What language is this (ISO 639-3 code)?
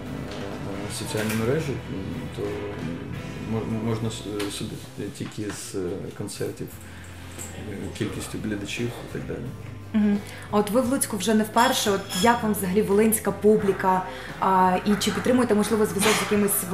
ukr